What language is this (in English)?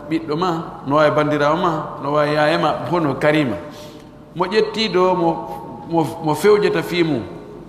Pular